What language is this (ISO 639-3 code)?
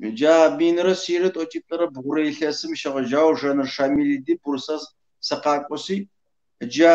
kbd